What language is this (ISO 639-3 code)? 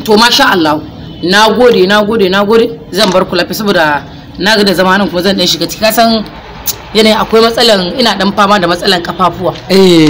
hau